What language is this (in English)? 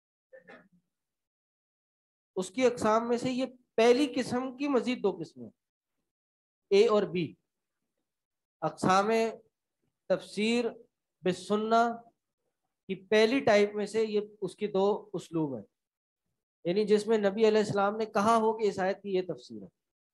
Urdu